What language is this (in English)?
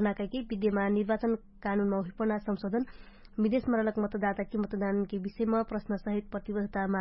Dangaura Tharu